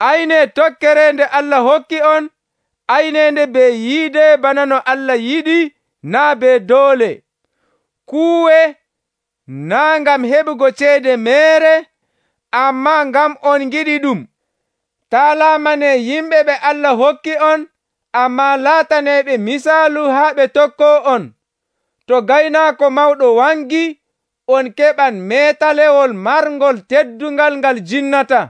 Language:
Nigerian Fulfulde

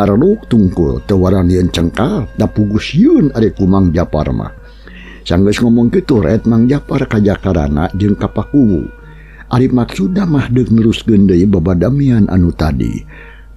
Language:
Sundanese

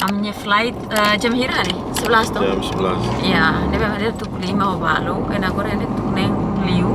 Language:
Tetum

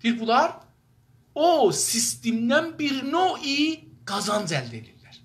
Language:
South Azerbaijani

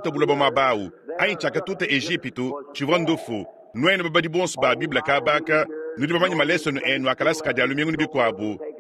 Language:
Luba-Lulua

